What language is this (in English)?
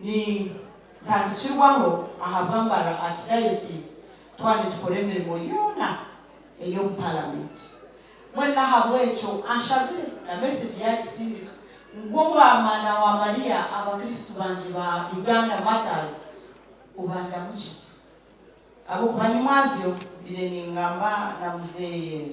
Nyankole